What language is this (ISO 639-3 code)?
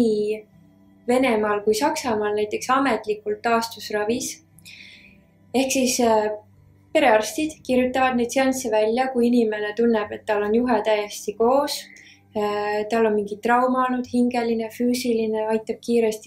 est